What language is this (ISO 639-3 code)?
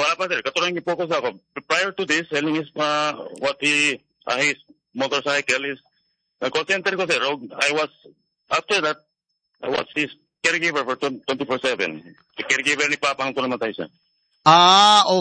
fil